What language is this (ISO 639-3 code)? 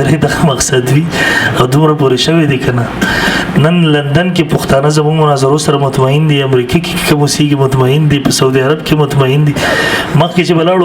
pus